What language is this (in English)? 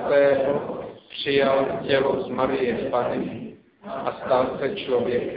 Czech